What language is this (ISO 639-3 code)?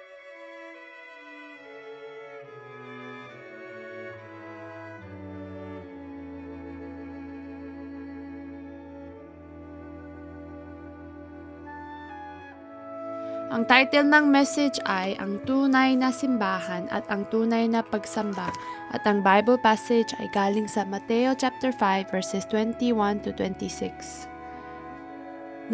fil